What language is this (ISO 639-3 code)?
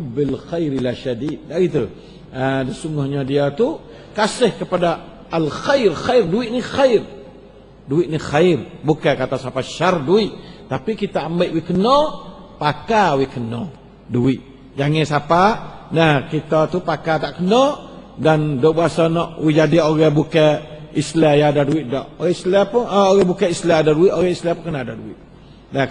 msa